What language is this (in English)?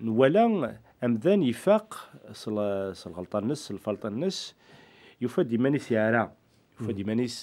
Kabyle